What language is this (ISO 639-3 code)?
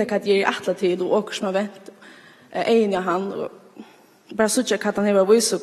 fao